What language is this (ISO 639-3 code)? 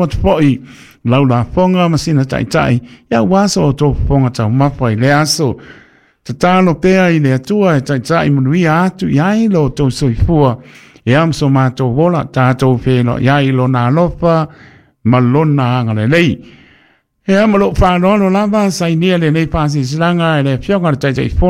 smo